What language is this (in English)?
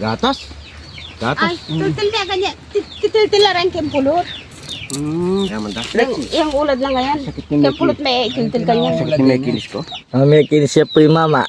Pampanga